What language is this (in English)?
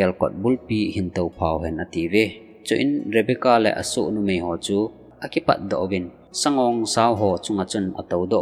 Thado Chin